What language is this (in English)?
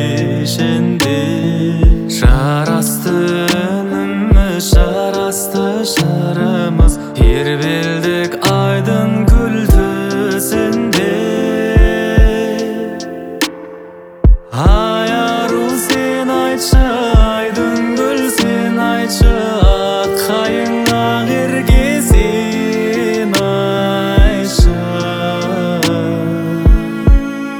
Kazakh